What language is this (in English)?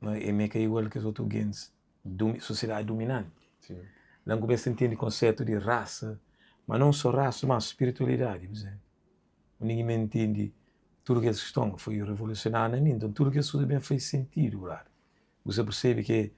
Kabuverdianu